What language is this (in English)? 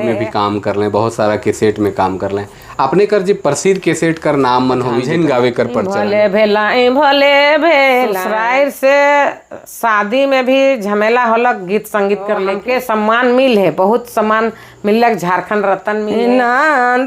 Sadri